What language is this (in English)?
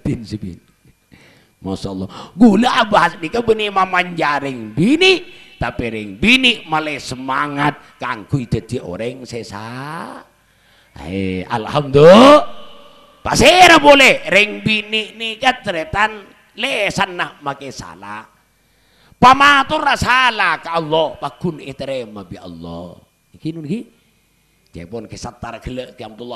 Madurese